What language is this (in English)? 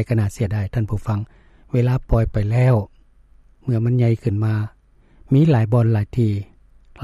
Lao